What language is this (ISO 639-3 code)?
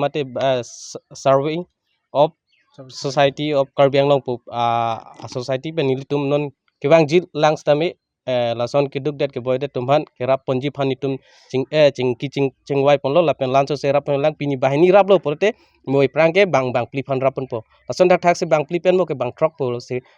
mjw